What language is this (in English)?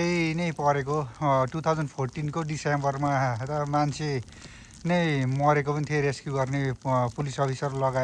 Nepali